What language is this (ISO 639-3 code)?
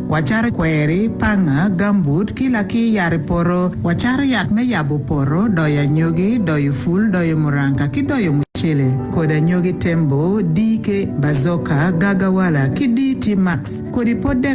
ach